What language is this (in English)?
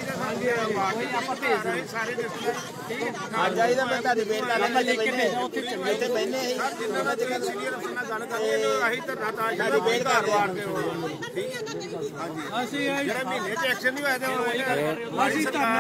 Punjabi